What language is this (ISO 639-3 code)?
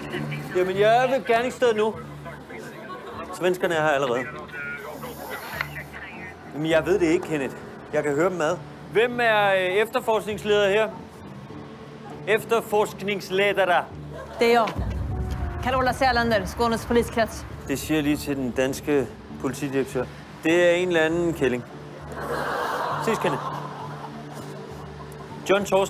dan